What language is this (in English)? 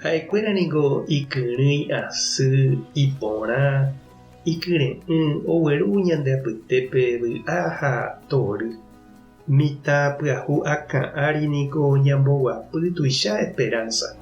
Guarani